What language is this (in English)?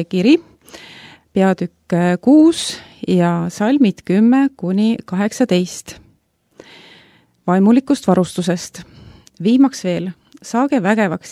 Estonian